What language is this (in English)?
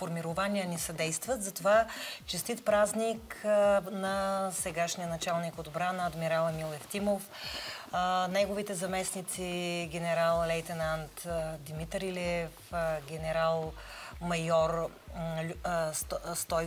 Bulgarian